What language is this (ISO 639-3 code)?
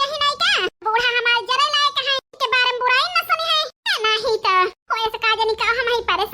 awa